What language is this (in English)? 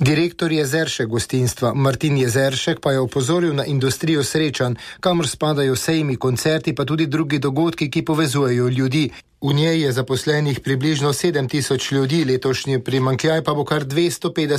Slovenian